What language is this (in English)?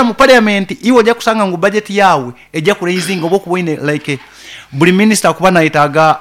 Nyoro